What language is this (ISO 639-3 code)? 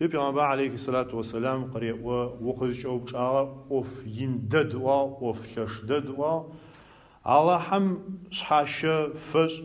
ady